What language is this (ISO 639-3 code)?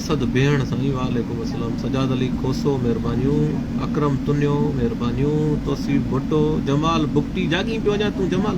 snd